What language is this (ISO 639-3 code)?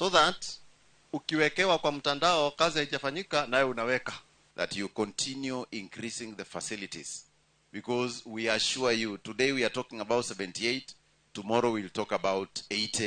kik